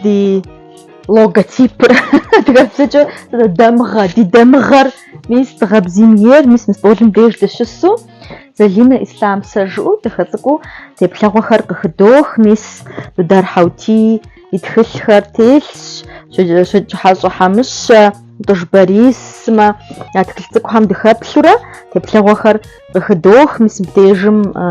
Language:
Kabardian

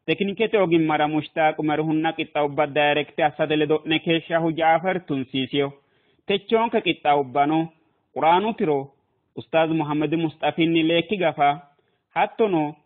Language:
Sidamo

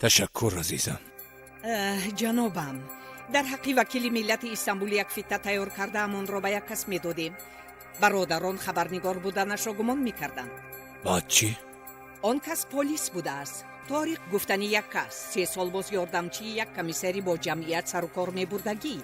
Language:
Tajik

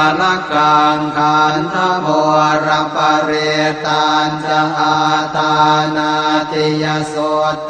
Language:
Pali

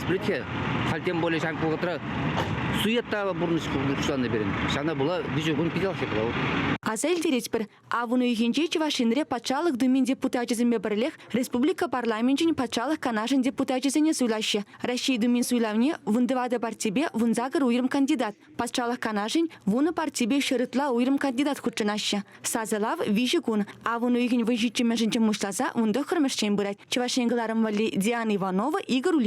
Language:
Chuvash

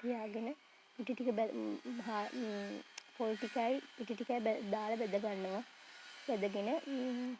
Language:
Sinhala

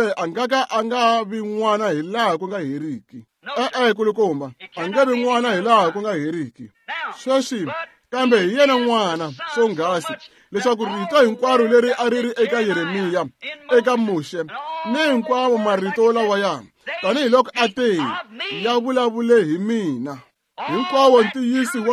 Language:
Tsonga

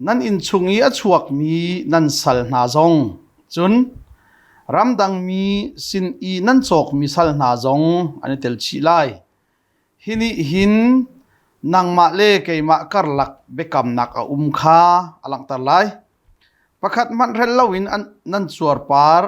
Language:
Hakha Chin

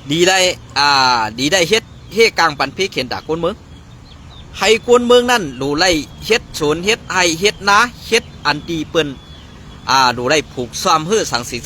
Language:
Shan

